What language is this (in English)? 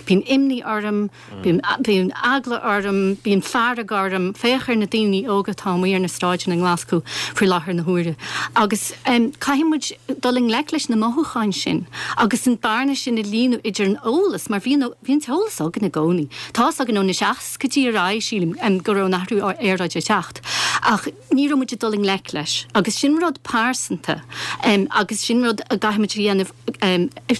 Irish